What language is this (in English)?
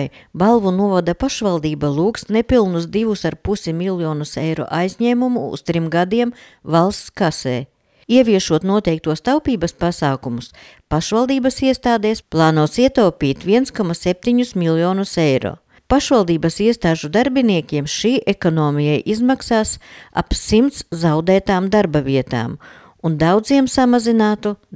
Latvian